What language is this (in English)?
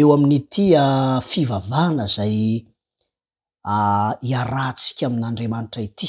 Malagasy